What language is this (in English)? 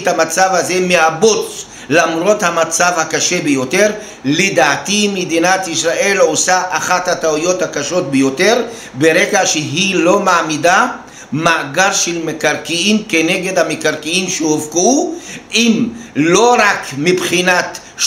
Hebrew